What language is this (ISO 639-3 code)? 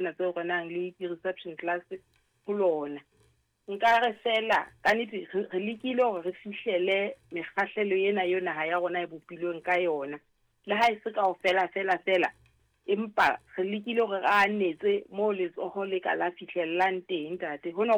sot